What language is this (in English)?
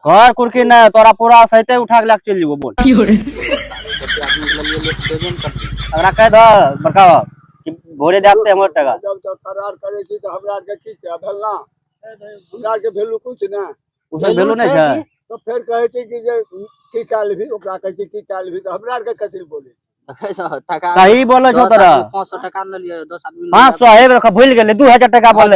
Maithili